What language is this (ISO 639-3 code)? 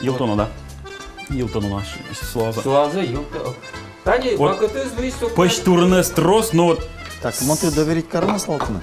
udm